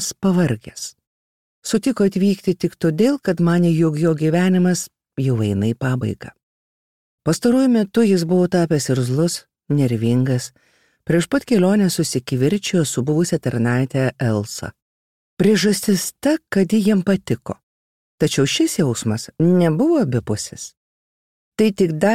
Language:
Lithuanian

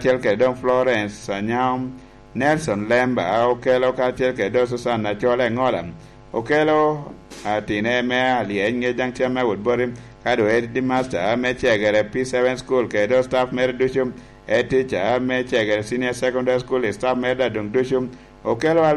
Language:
Lango (Uganda)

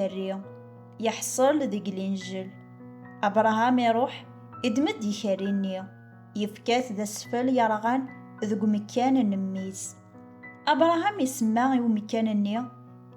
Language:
Kabyle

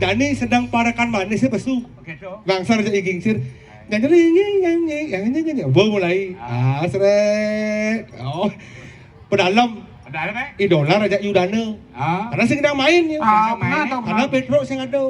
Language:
Balinese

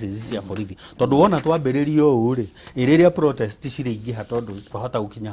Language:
Kikuyu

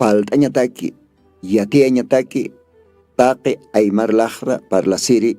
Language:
Aymara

